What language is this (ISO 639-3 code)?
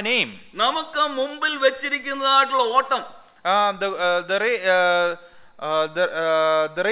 mal